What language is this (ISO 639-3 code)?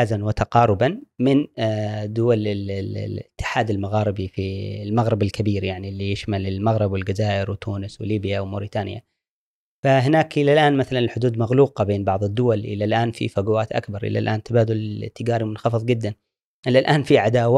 afb